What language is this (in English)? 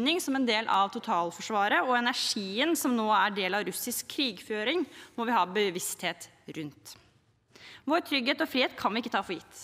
Norwegian